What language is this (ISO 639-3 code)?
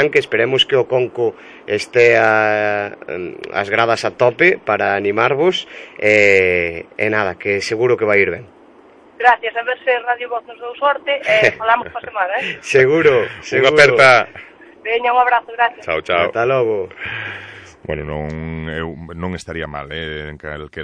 glg